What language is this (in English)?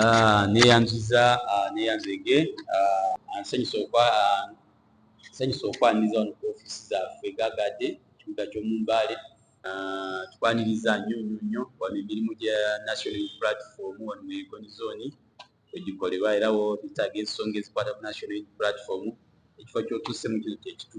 Ganda